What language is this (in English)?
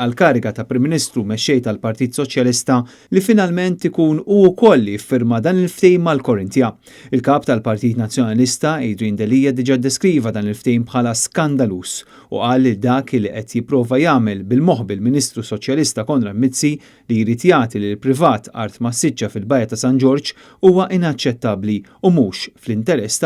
Maltese